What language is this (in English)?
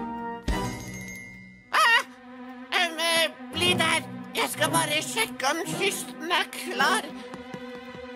Norwegian